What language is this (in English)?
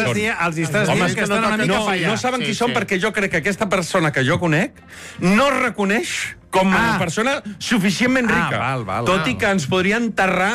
Catalan